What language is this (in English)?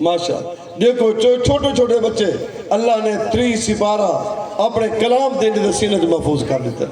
Saraiki